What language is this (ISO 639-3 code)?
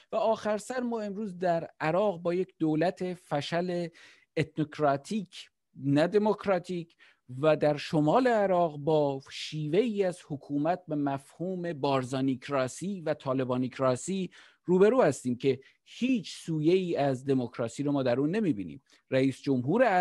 fas